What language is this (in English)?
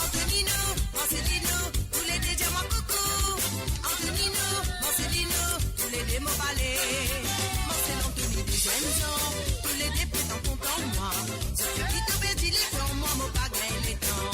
Morisyen